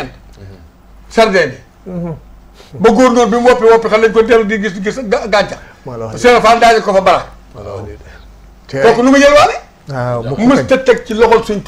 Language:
Wolof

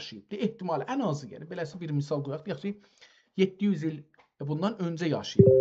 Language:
South Azerbaijani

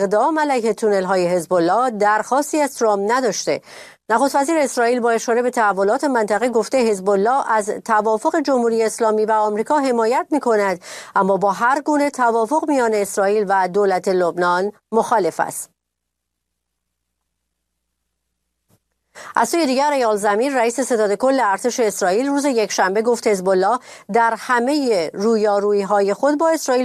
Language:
Persian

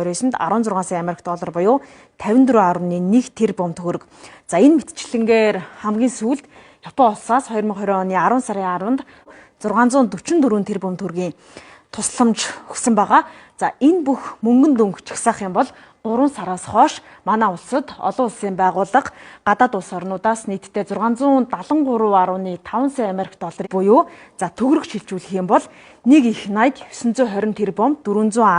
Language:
Mongolian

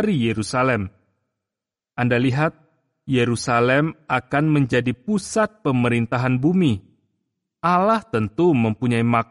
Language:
Indonesian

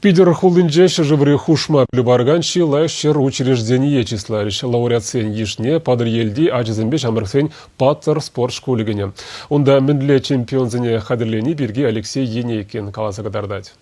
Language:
Chuvash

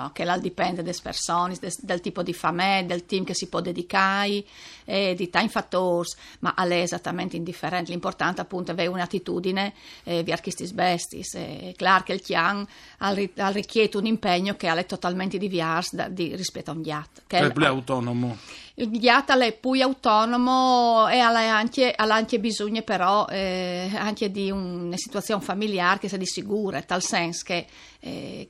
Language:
Friulian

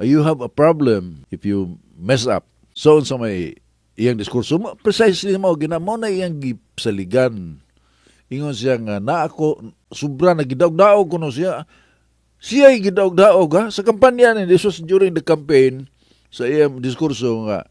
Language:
Cebuano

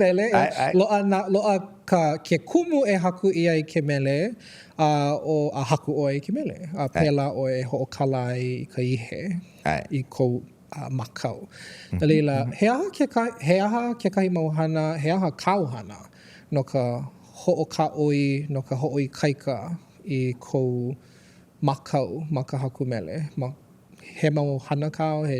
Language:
Hawaiian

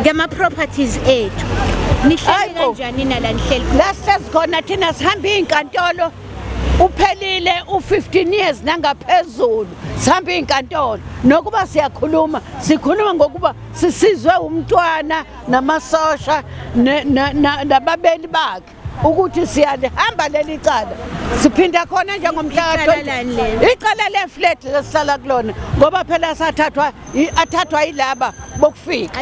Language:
Zulu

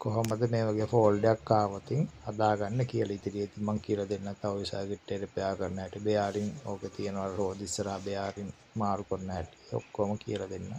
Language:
Sinhala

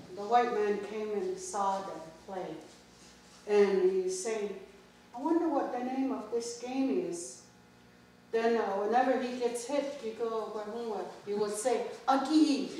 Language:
Mohawk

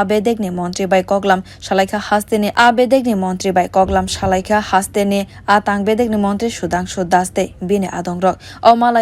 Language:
Kok Borok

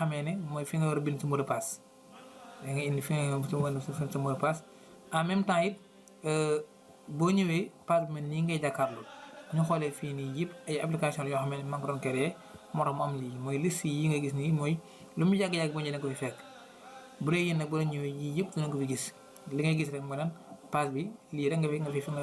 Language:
Wolof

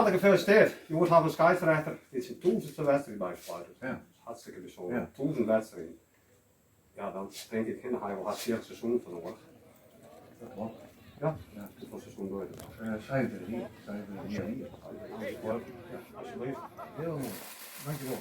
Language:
Western Frisian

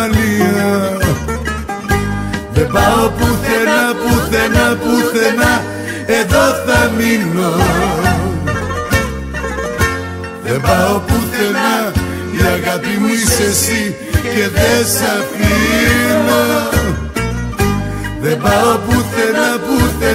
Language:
Greek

